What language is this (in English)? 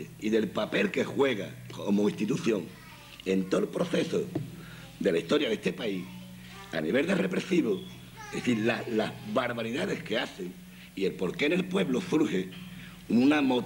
Spanish